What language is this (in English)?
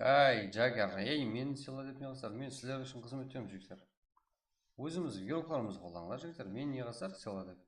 Kara-Kalpak